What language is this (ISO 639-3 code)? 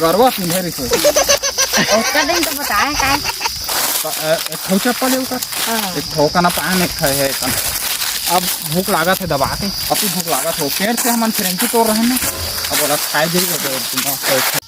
hne